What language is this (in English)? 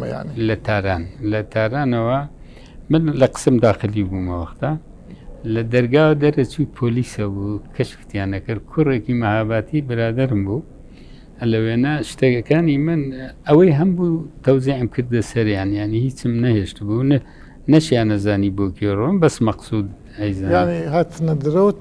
Central Kurdish